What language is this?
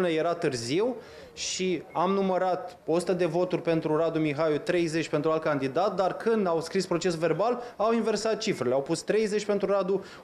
Romanian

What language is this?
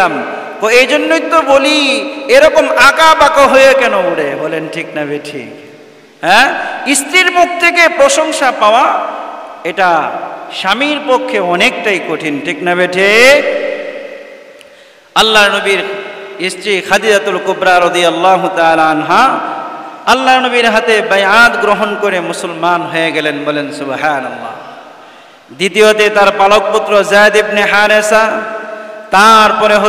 Bangla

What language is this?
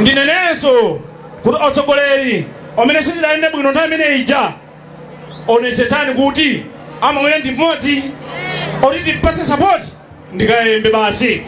Nyanja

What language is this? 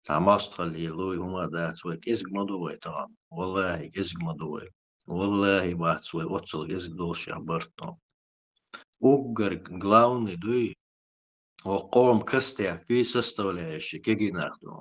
Chechen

